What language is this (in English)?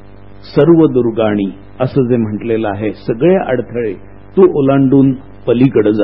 Marathi